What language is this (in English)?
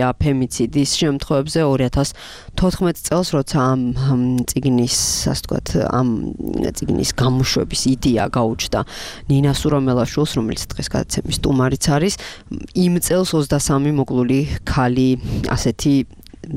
Georgian